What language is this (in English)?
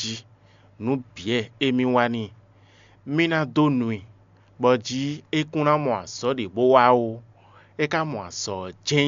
Fon